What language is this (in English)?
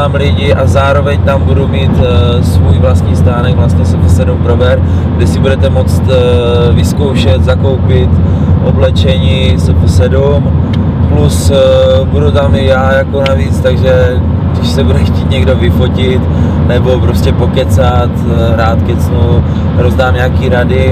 Czech